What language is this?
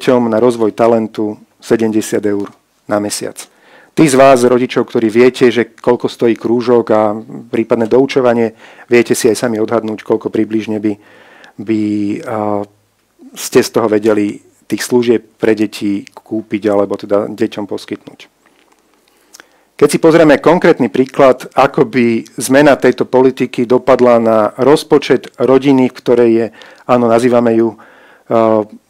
Slovak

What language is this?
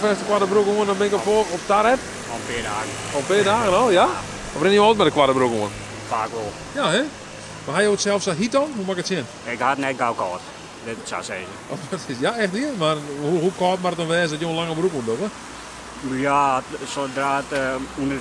Western Frisian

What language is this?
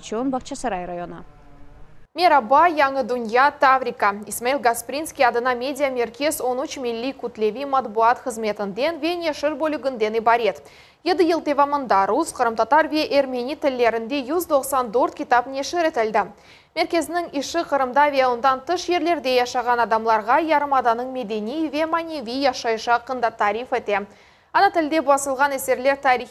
Crimean Tatar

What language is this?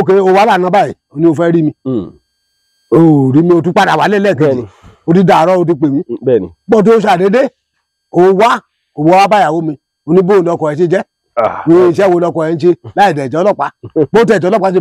Yoruba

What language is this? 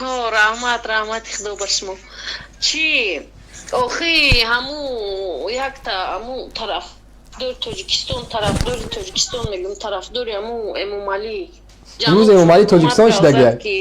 Tajik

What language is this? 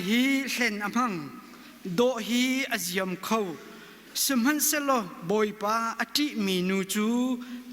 Hakha Chin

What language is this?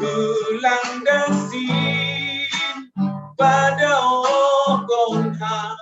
Batak Simalungun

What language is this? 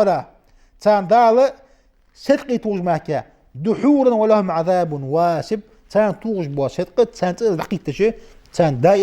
Ingush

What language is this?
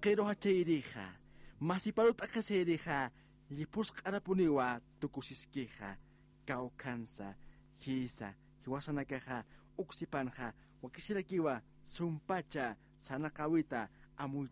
Aymara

